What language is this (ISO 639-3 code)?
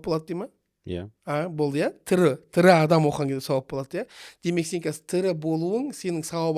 kaz